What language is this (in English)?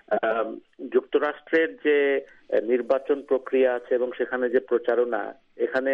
Bangla